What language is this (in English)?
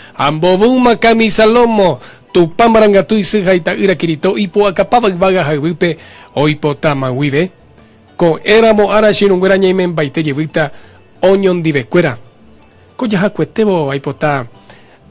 Guarani